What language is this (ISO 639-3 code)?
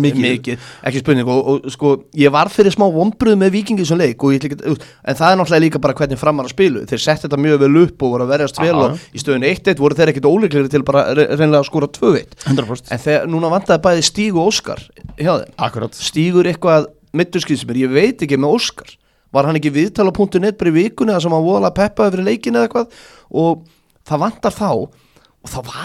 isl